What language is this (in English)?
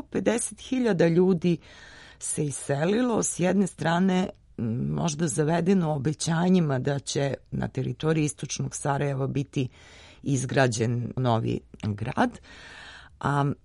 Serbian